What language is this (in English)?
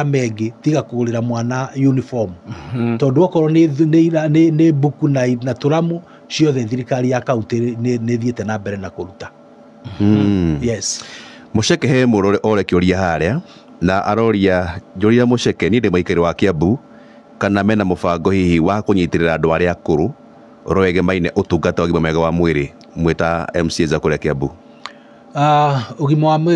Kikuyu